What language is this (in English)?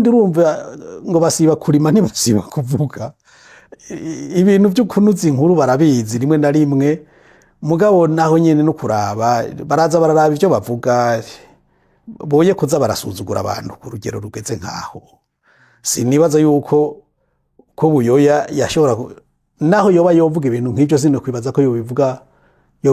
Rundi